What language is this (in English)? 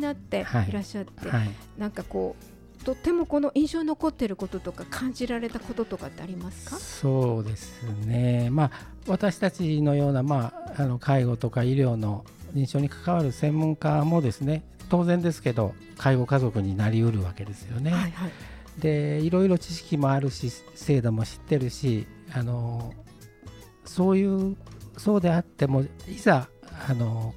Japanese